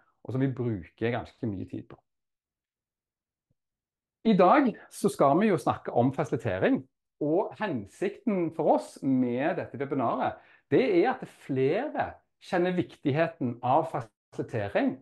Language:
Norwegian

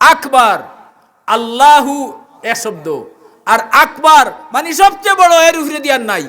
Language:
Sylheti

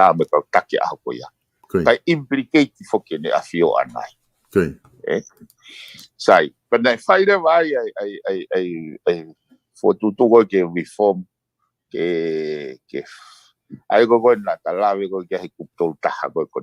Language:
Tongan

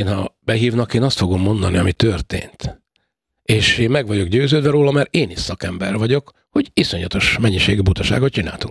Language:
Hungarian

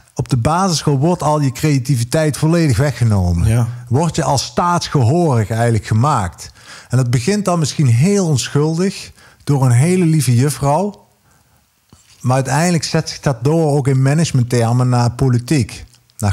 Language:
Dutch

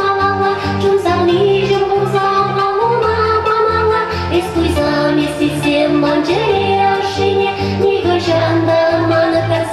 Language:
Chuvash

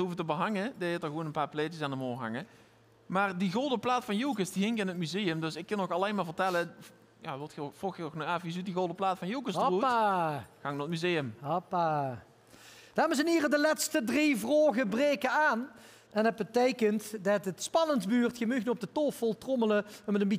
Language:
Limburgish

